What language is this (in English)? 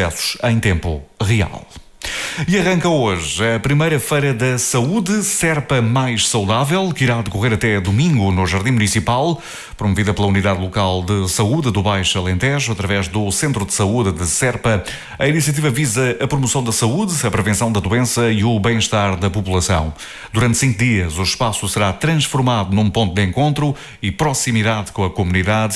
Portuguese